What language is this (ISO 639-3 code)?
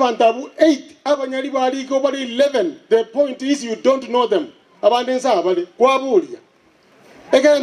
guz